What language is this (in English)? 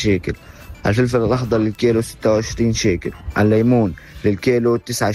North Levantine Arabic